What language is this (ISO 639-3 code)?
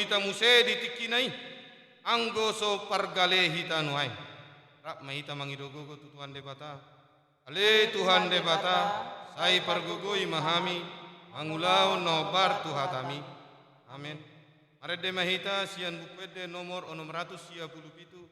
bbc